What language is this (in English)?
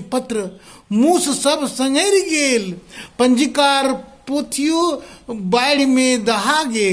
Maithili